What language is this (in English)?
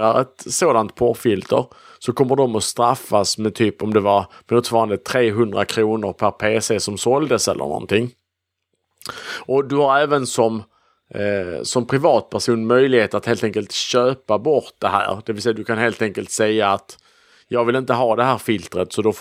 Swedish